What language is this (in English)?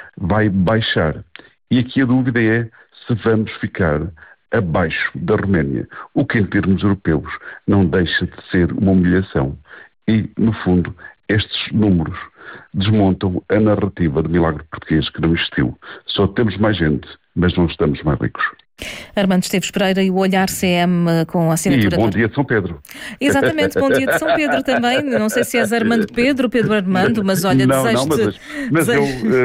Portuguese